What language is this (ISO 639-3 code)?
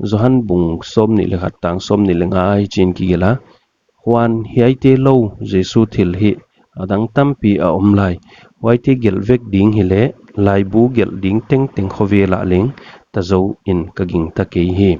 pck